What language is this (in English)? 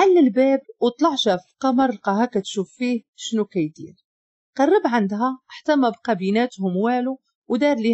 Moroccan Arabic